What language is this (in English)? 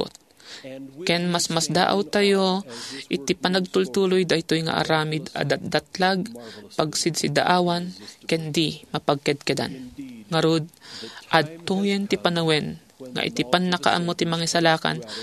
Iloko